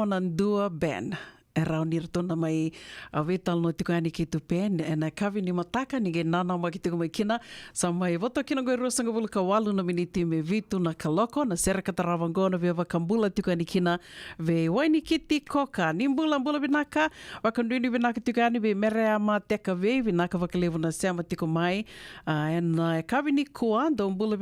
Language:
Fijian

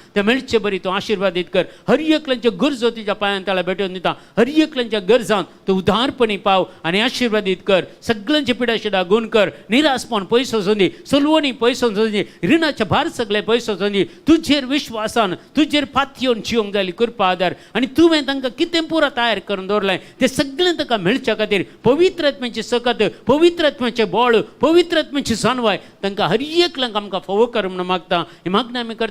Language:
Konkani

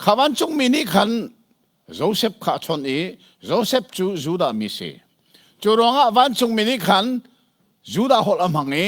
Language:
Hakha Chin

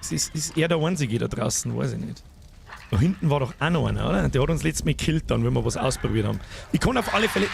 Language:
Bavarian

